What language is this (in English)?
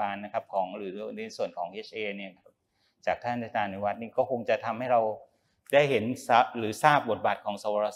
Thai